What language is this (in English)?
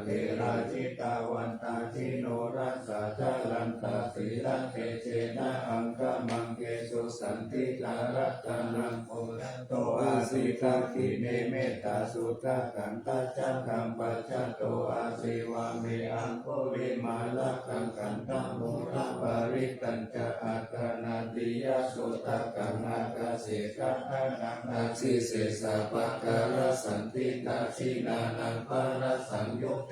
Pali